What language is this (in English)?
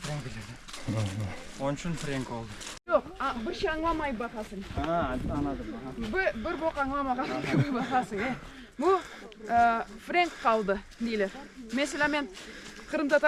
Crimean Tatar